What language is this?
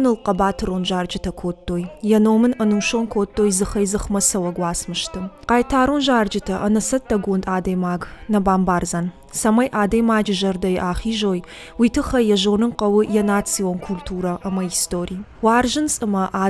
Ossetic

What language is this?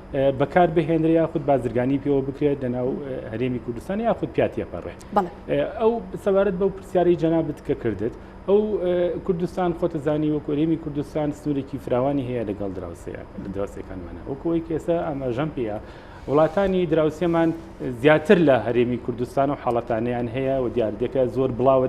Central Kurdish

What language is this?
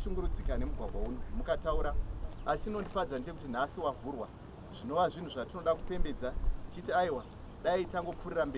Shona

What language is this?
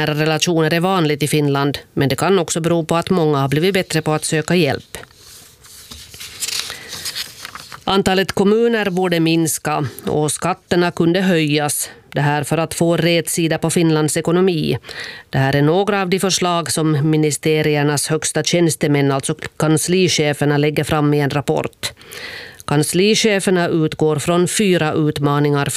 Swedish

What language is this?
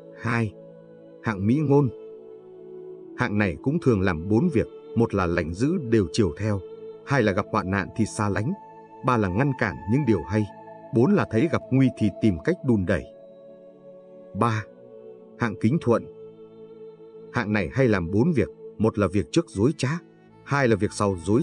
Vietnamese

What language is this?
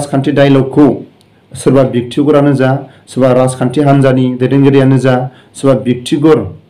Bodo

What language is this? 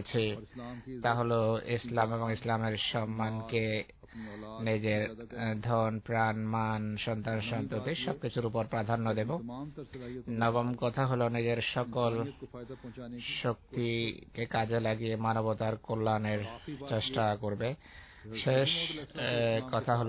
Bangla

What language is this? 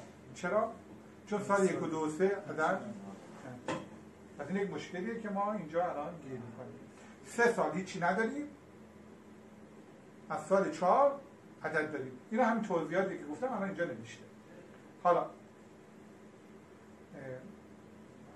Persian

